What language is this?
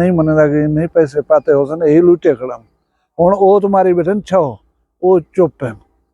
Saraiki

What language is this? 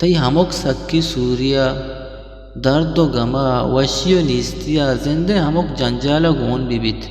Eastern Balochi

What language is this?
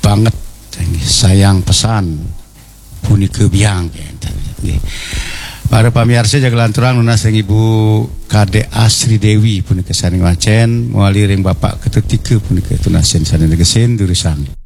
Balinese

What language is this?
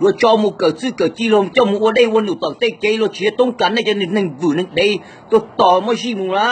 Hmong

